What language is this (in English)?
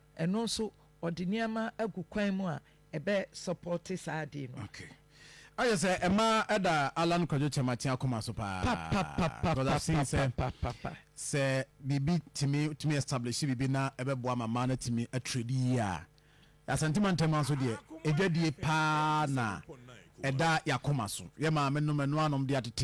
Akan